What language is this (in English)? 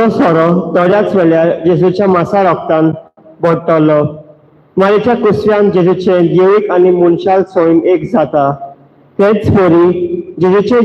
Konkani